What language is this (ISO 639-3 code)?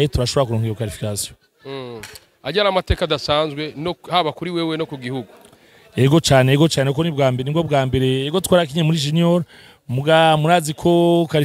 run